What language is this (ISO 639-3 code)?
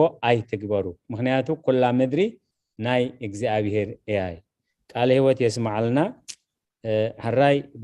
tir